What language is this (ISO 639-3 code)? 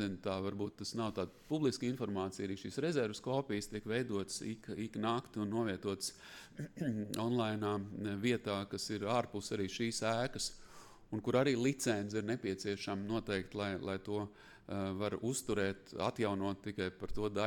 lav